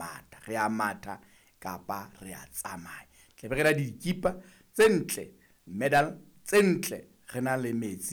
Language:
Southern Sotho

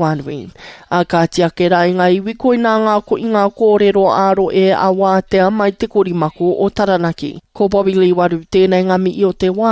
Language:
Māori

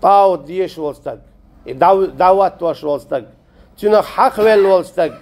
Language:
Chechen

